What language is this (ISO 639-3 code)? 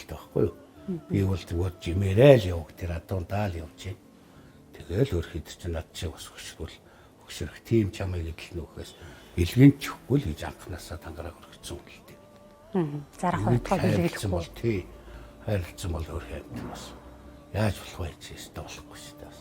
mon